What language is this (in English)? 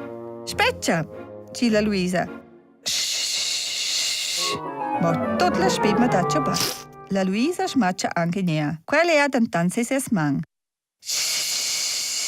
Romansh